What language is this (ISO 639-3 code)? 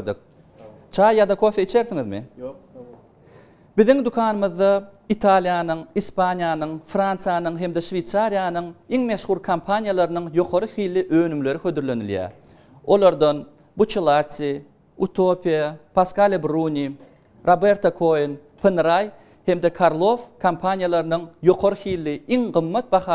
tuk